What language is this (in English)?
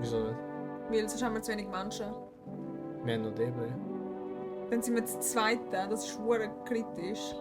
Swiss German